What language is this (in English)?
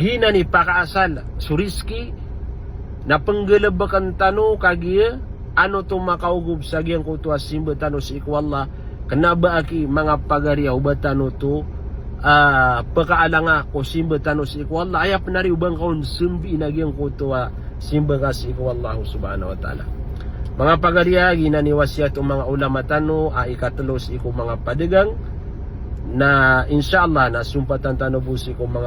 Maranao